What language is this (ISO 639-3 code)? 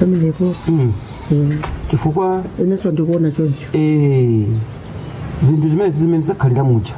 nya